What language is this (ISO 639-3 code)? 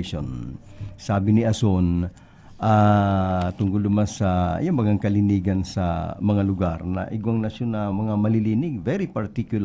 bik